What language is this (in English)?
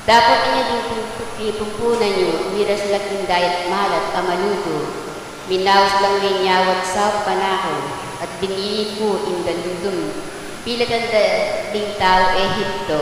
Pampanga